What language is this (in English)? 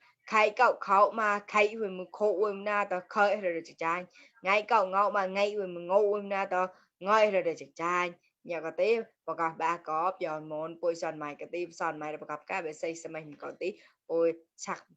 Mon